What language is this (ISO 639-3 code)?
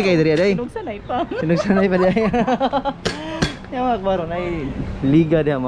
ceb